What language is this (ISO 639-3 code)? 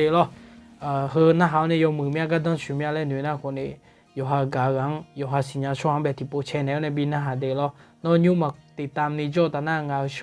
ahk